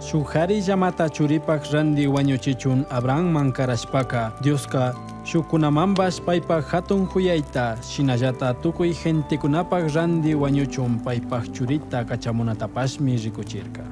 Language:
Chimborazo Highland Quichua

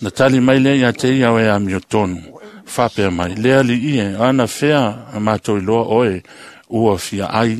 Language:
Samoan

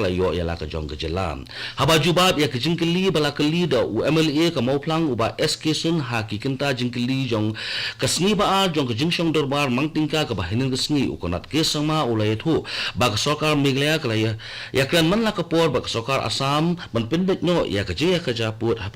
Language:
Khasi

